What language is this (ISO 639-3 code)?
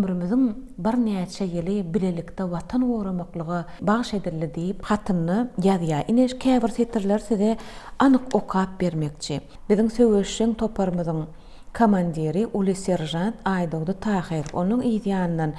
tuk